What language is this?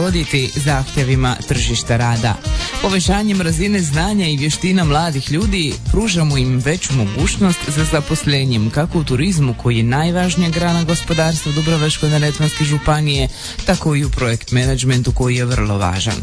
Croatian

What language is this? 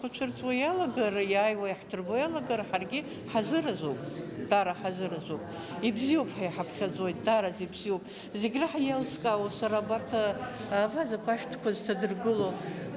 Abkhazian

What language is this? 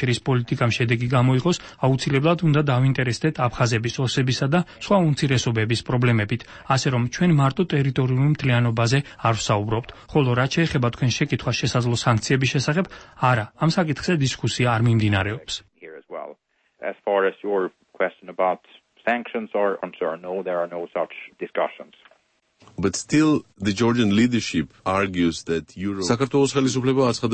Georgian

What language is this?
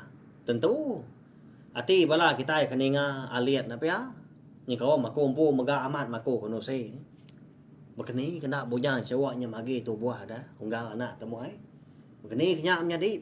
Iban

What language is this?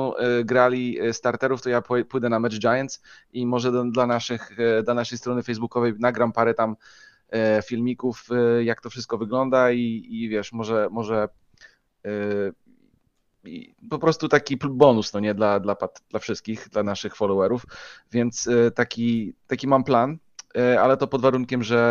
Polish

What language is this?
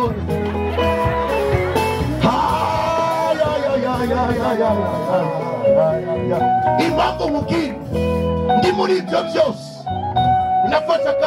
Kinyarwanda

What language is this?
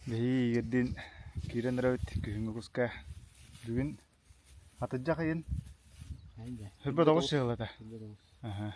Yakut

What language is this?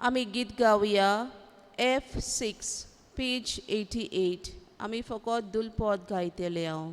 Konkani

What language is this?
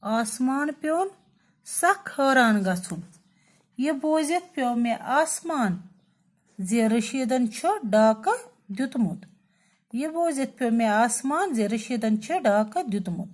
Kashmiri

